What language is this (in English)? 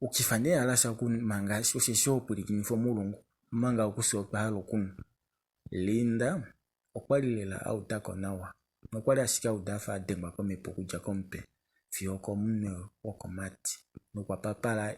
Kuanyama